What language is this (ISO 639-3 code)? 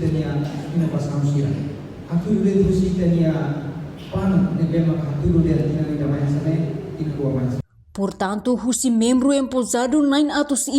tet